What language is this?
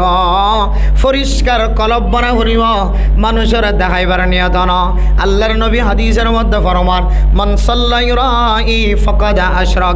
Rohingya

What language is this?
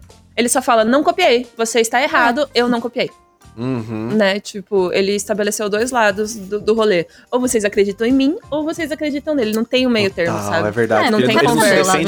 Portuguese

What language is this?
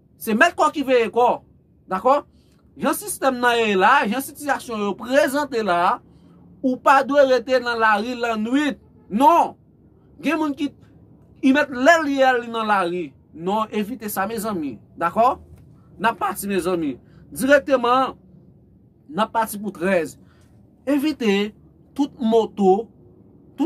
Haitian Creole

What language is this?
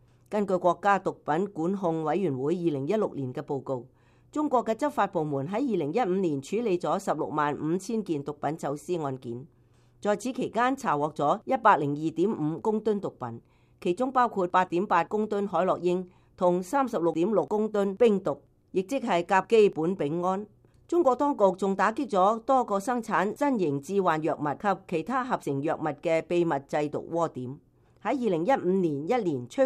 Cantonese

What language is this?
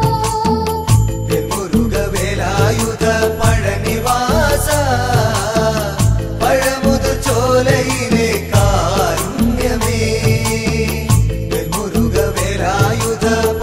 Malayalam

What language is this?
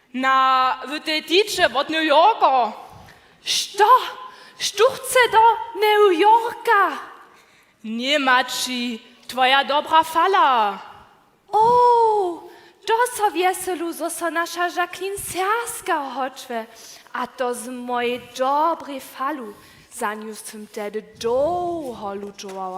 Upper Sorbian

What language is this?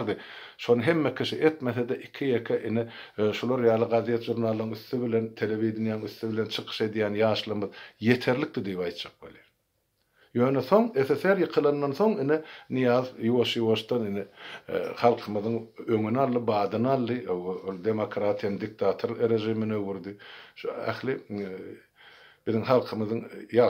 Turkmen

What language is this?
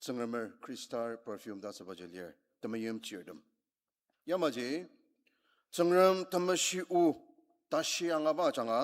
Ao Naga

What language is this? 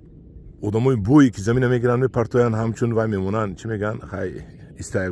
Tajik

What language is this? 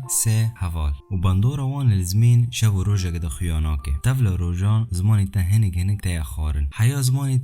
Kurdish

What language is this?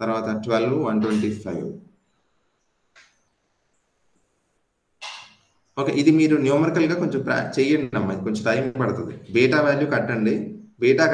Telugu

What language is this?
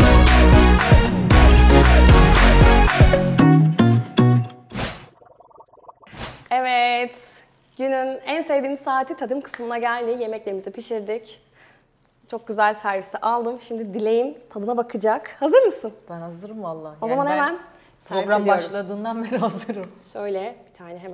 Turkish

